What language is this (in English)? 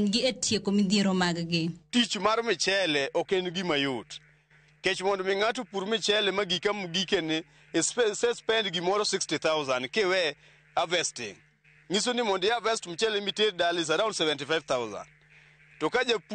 Luo (Kenya and Tanzania)